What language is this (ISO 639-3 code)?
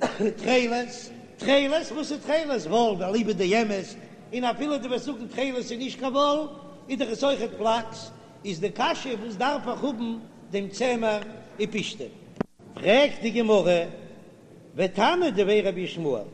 yid